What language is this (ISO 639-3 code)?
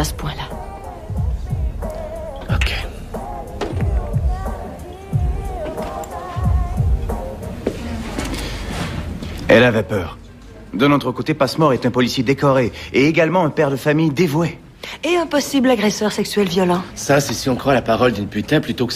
fra